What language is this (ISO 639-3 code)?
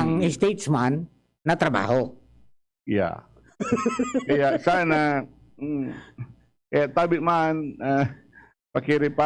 bik